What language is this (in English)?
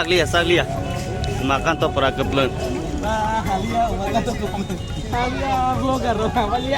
Kok Borok